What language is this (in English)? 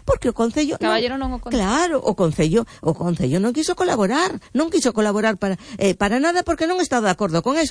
Galician